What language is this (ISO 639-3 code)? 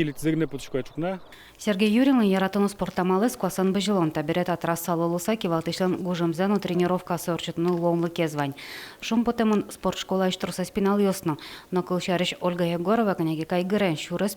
udm